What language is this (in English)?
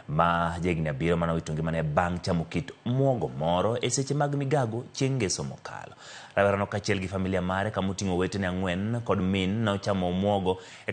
Luo (Kenya and Tanzania)